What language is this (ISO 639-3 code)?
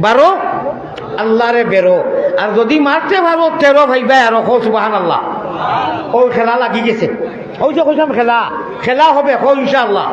syl